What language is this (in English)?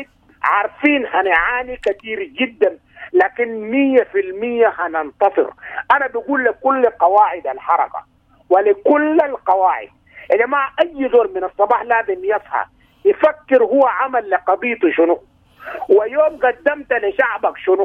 Sudanese Arabic